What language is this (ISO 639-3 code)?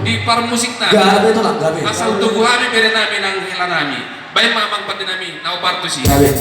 bbc